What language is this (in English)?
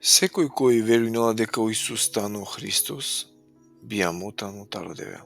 Balkan Romani